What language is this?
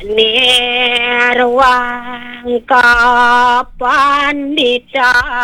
Balinese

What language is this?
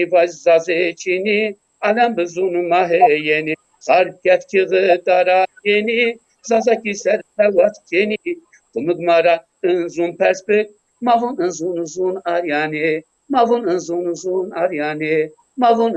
Zaza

